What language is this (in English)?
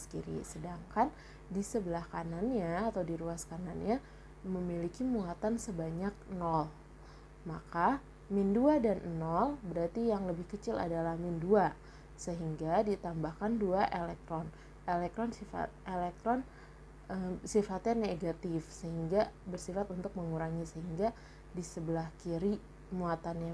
Indonesian